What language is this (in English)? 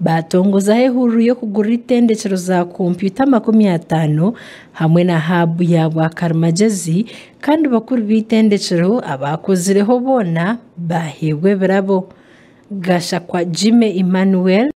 Nyankole